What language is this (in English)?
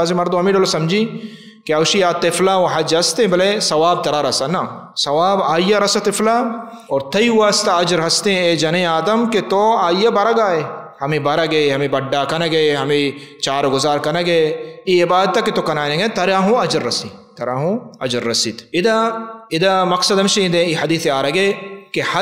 Baluchi